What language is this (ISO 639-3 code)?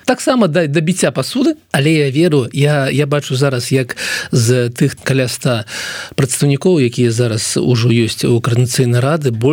bel